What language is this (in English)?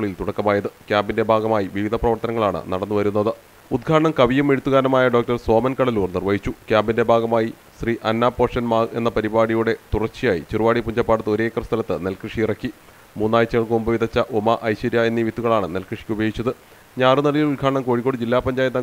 Malayalam